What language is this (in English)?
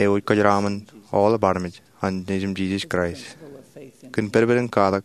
Marshallese